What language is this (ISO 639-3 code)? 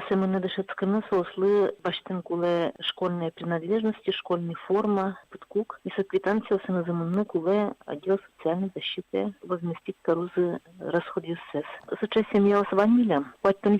udm